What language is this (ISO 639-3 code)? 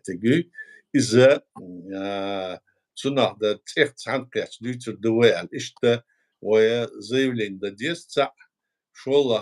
che